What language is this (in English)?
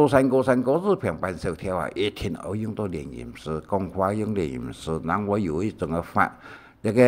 Hakka Chinese